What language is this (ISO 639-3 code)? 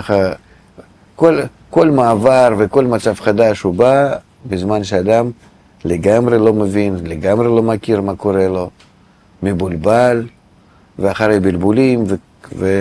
heb